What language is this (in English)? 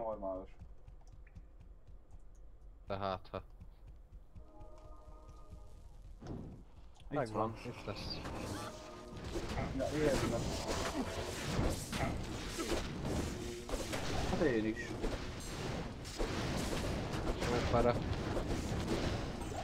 Hungarian